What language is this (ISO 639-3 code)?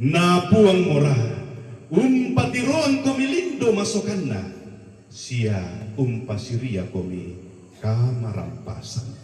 sda